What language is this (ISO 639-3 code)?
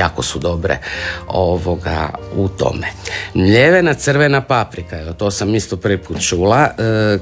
hrv